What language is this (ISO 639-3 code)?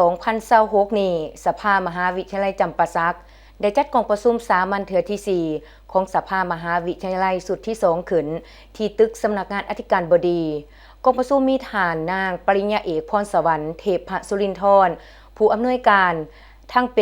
lao